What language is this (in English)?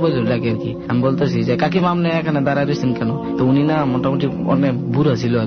Bangla